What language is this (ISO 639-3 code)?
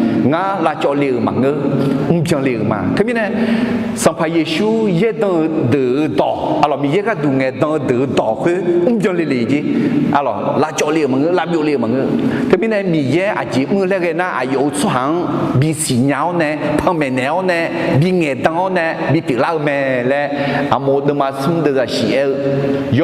ahk